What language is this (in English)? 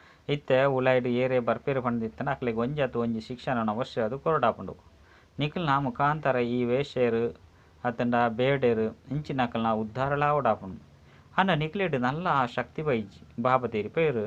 Tulu